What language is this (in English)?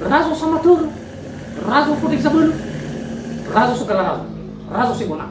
Nias